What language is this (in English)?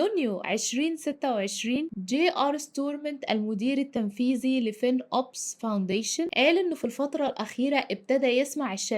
Egyptian Arabic